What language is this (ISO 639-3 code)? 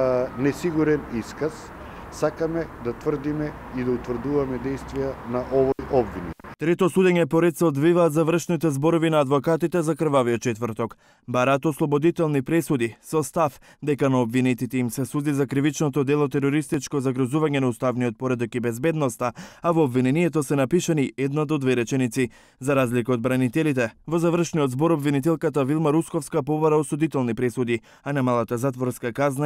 mkd